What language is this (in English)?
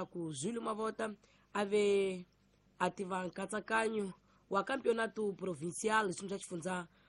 Tsonga